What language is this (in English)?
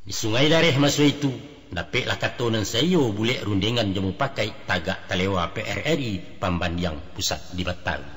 Minangkabau